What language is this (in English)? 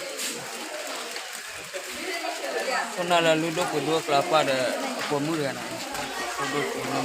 S'gaw Karen